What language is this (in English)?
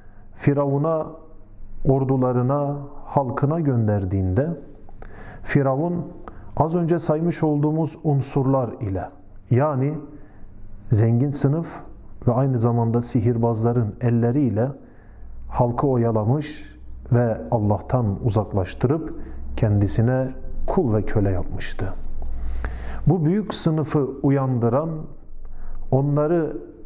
Turkish